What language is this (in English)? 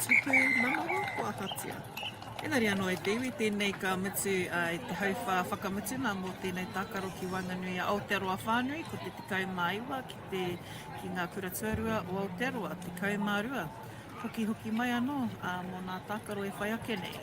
Māori